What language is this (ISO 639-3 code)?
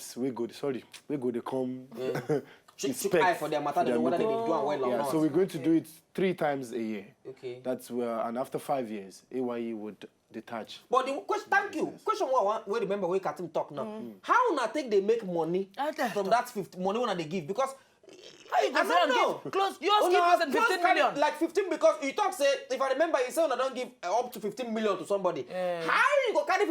pcm